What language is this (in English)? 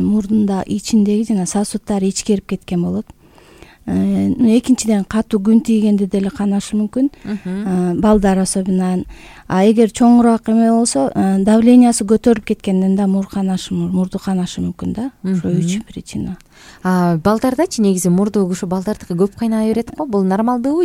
Kyrgyz